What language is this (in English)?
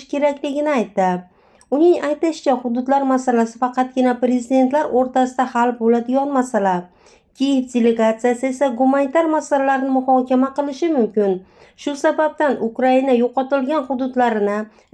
Uzbek